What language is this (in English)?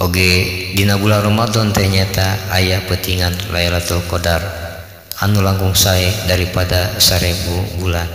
Sundanese